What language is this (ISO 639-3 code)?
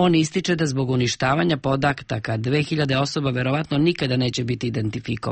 srp